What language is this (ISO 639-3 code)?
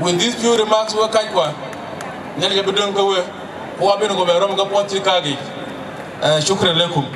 din